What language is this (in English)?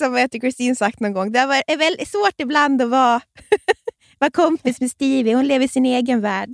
Swedish